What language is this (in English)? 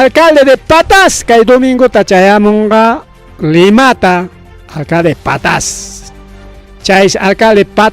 Ayacucho Quechua